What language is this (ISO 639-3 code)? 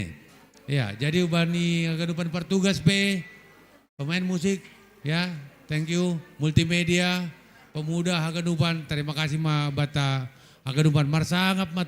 bts